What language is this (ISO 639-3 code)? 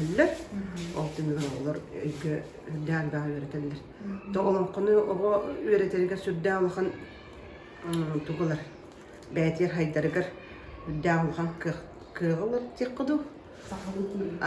sah